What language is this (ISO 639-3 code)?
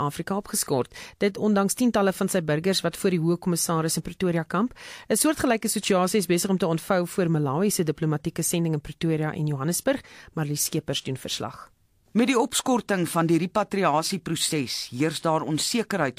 afr